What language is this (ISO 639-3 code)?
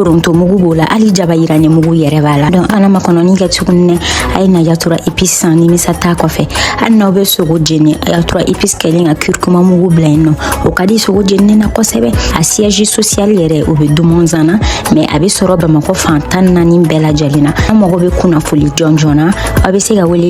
bam